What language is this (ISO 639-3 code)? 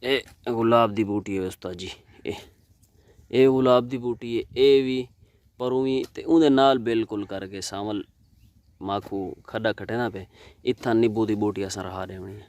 skr